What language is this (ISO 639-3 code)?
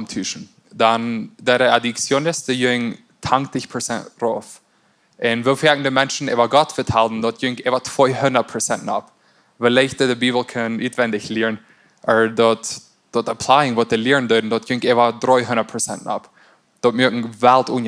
pdt